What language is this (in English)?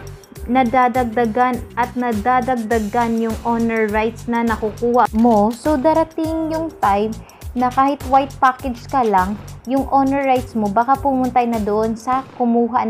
Filipino